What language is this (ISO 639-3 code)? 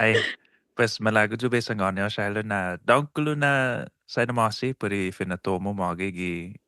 cha